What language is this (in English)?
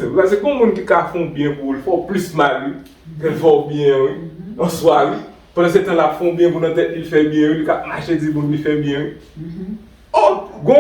Haitian Creole